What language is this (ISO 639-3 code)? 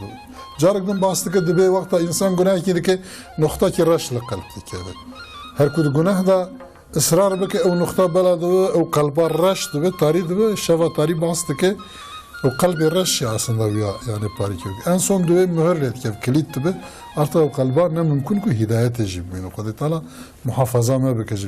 kur